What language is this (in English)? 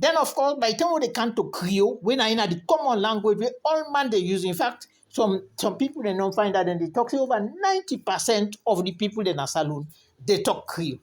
Krio